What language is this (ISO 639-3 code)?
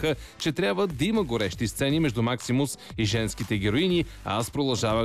bul